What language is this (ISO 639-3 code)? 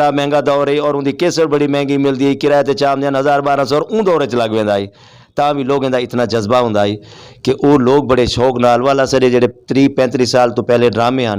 skr